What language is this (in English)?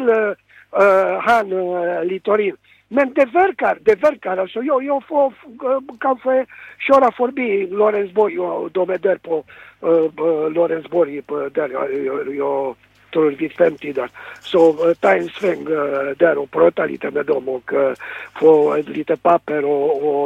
Swedish